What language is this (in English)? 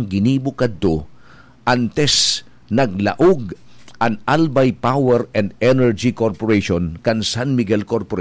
Bikol